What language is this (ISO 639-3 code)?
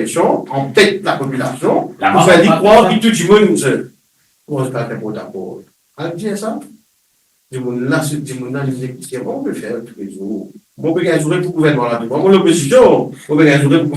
mfe